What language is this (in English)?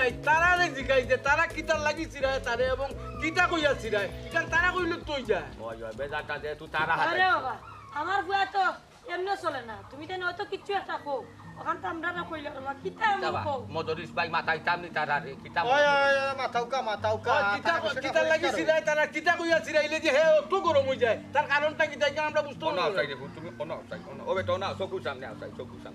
Sylheti